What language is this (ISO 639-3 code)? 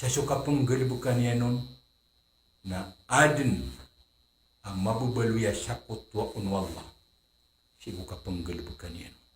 mrw